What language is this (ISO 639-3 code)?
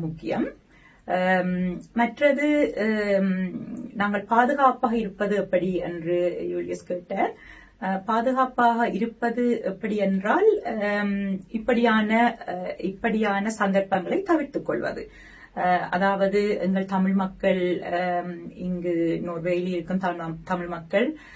tam